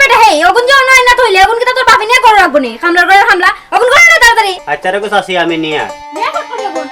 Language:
Sylheti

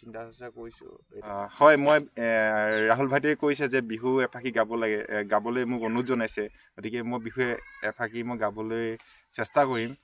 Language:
Assamese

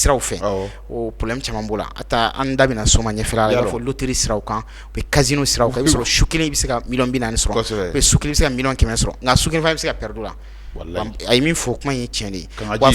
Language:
Bambara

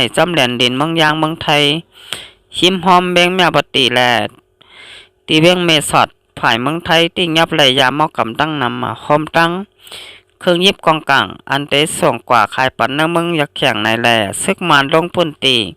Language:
Shan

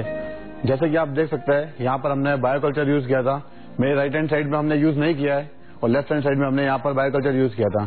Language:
Hindi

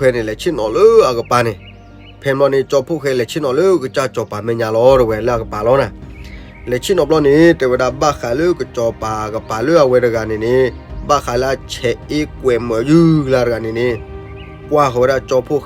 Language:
S'gaw Karen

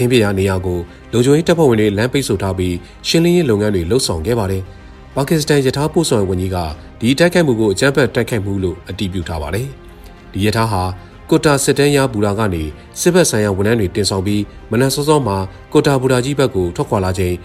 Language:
Burmese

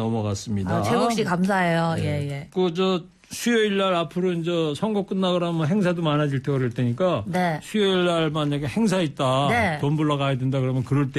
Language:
Korean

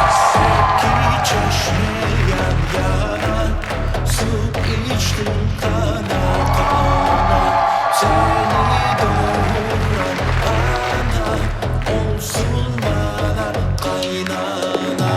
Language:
Crimean Tatar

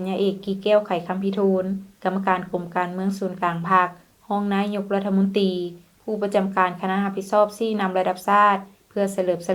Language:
Lao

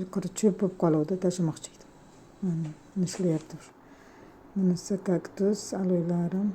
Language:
Uzbek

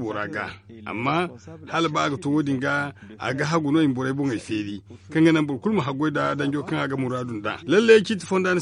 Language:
Zarma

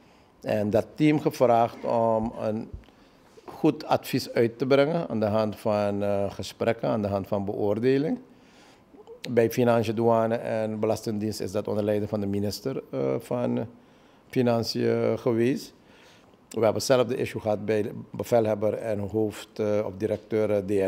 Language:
Dutch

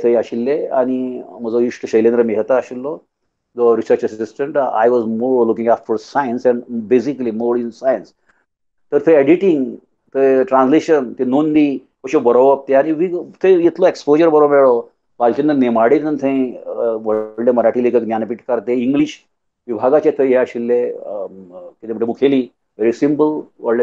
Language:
Konkani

